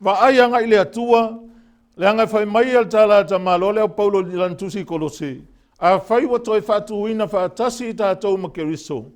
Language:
Samoan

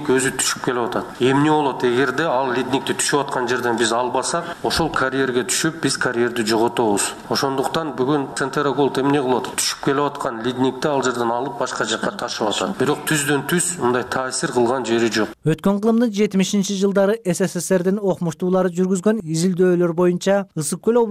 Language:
Kyrgyz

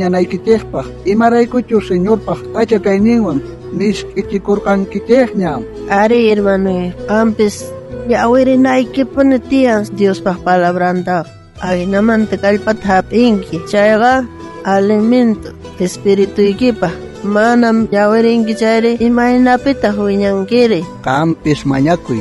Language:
South Bolivian Quechua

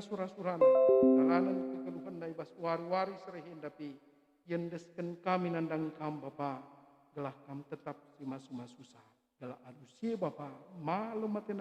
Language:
Batak Karo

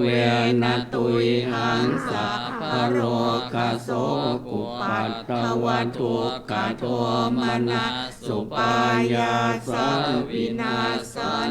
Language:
Pali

